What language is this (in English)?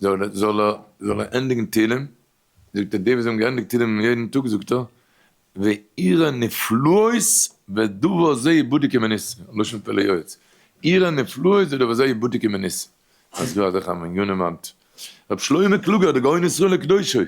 Yiddish